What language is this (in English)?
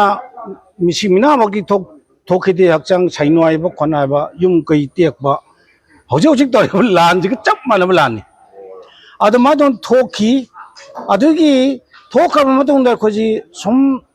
Manipuri